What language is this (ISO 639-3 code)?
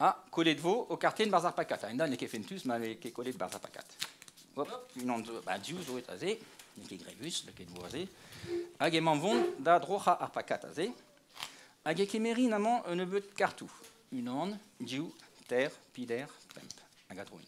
bre